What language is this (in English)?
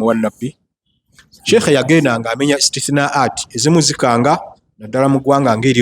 Ganda